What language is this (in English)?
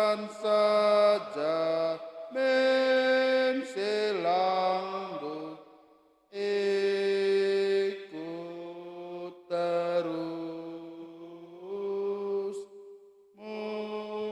Batak Karo